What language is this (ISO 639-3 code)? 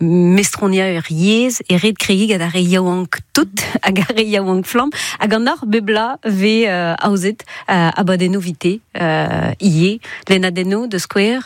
bre